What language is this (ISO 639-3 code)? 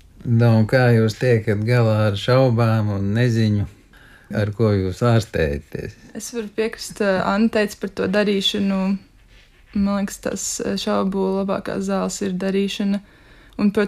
lav